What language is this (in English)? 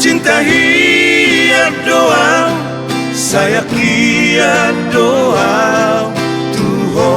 Batak Toba